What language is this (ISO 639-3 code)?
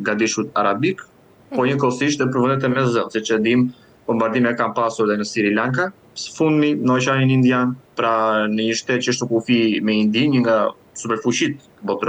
sqi